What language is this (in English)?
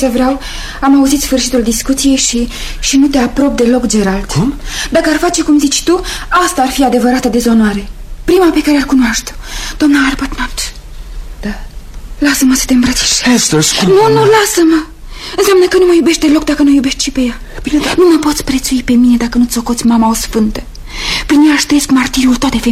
Romanian